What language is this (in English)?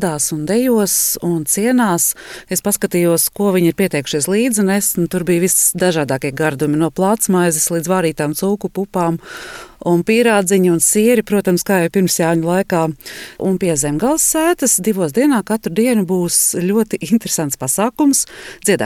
Latvian